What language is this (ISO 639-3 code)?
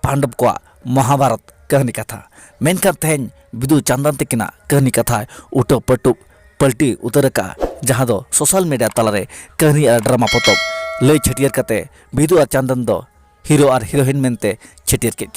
sat